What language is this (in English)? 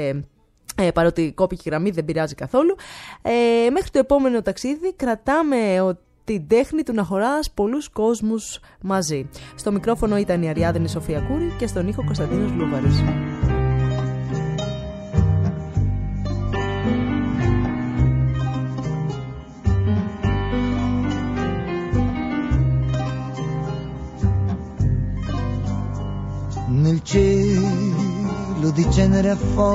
Greek